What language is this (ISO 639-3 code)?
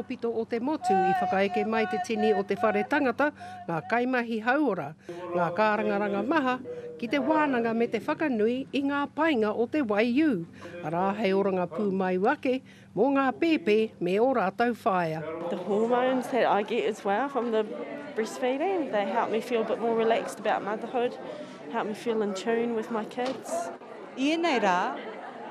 mri